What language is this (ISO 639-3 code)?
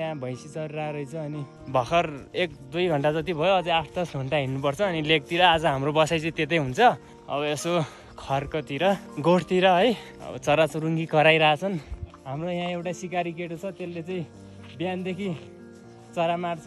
nep